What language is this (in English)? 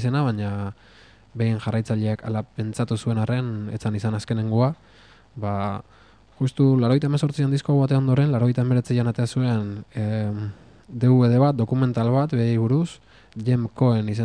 Basque